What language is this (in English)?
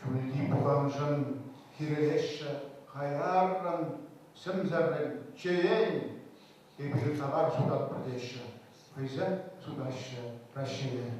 Chuvash